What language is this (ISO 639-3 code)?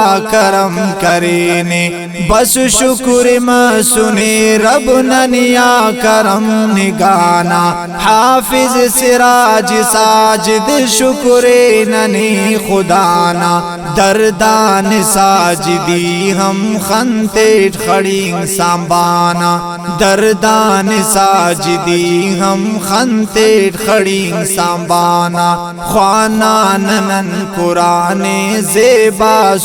brh